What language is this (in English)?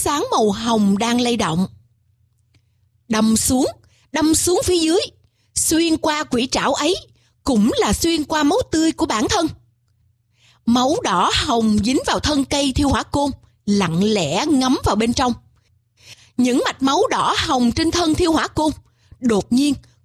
Vietnamese